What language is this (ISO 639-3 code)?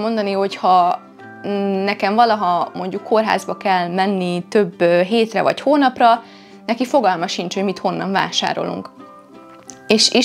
hun